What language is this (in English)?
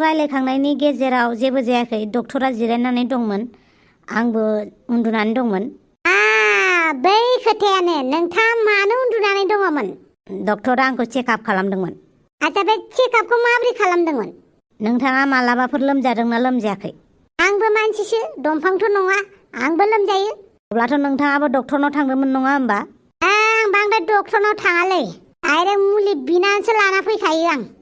Bodo